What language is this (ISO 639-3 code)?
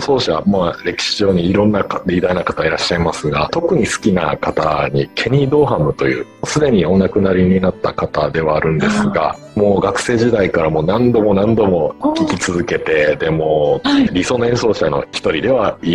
jpn